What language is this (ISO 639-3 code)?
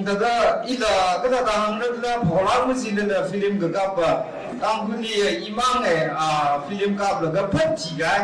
nmf